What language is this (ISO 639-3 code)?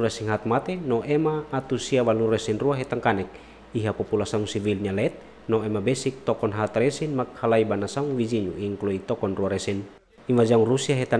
tet